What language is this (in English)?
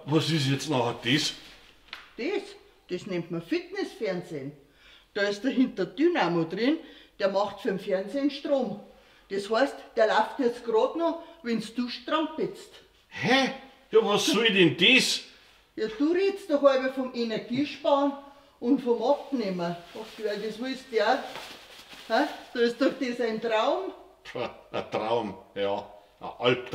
Bavarian